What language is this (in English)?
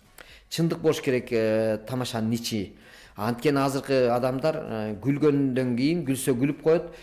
Kyrgyz